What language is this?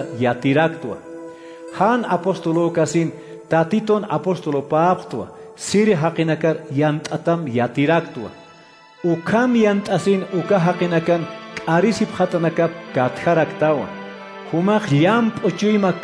Aymara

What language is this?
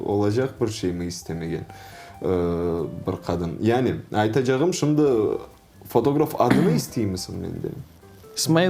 Crimean Tatar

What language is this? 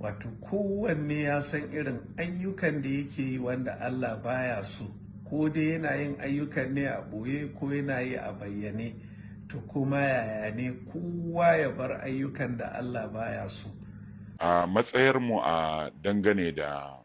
Hausa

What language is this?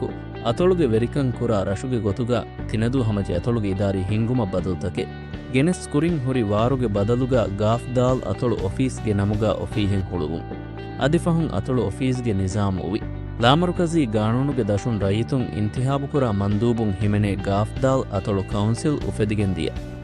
Divehi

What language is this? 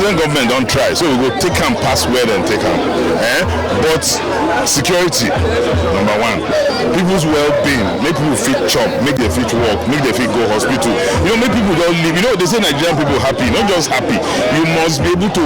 Nigerian Pidgin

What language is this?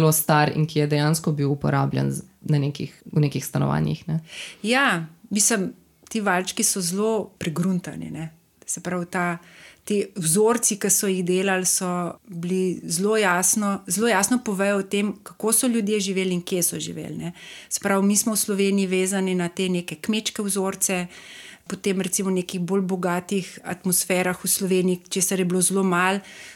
Slovenian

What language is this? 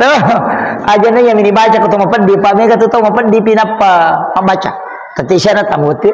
Buginese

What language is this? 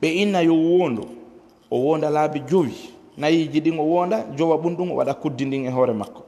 Fula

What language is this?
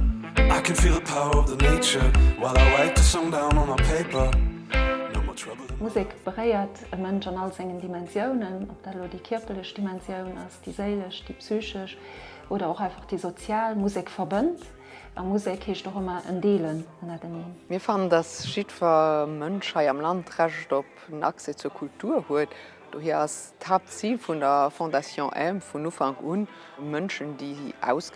Luxembourgish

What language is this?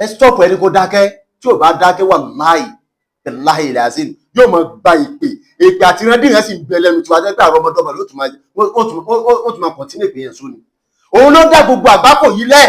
Yoruba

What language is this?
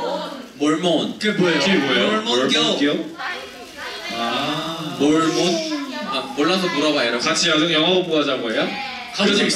Korean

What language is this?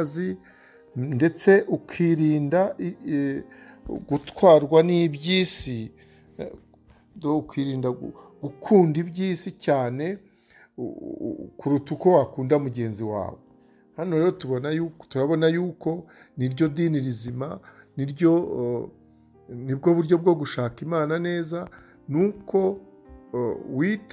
Kinyarwanda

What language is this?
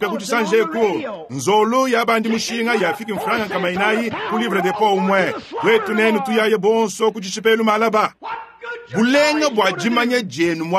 Luba-Lulua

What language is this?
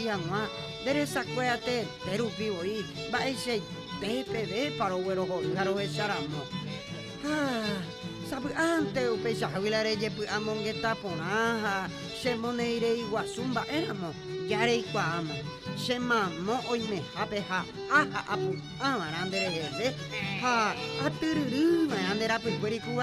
Guarani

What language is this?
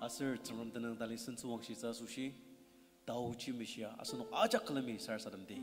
Ao Naga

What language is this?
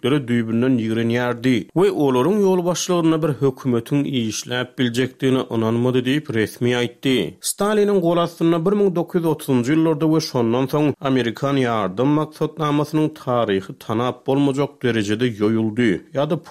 Turkmen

